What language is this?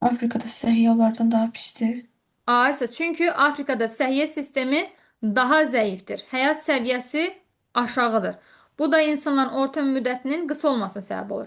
Azerbaijani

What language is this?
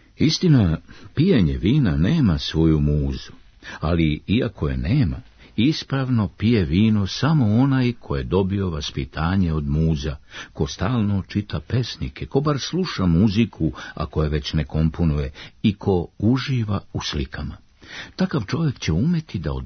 Serbian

